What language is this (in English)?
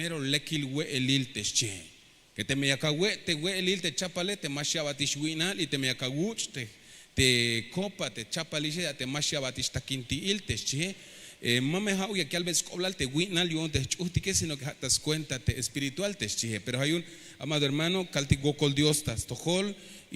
Tzeltal